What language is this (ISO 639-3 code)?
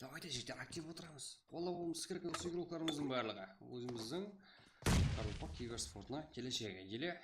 kaa